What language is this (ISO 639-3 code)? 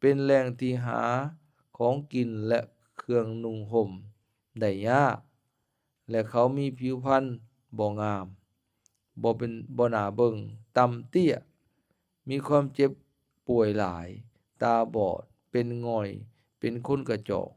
lao